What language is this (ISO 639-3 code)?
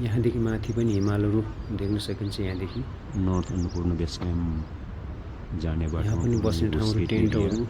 nep